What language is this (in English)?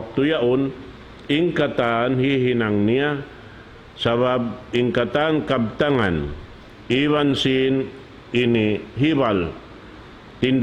Tausug